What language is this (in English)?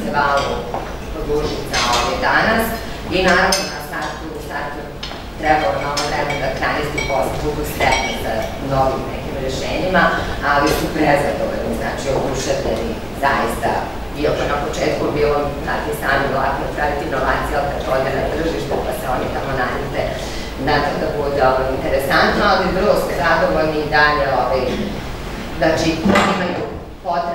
Serbian